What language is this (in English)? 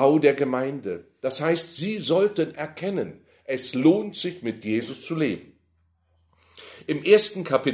German